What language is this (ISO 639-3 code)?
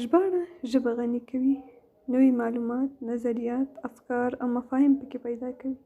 pus